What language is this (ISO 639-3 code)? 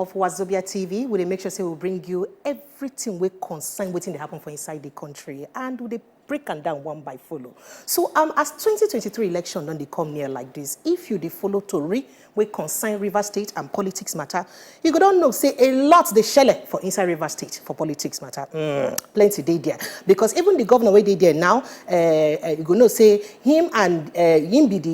pcm